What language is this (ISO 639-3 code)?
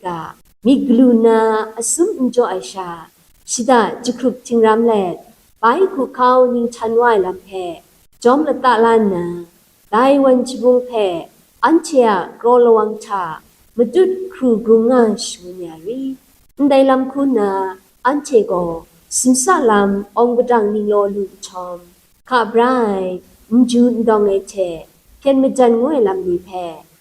kac